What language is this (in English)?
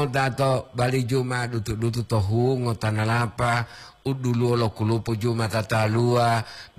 Gorontalo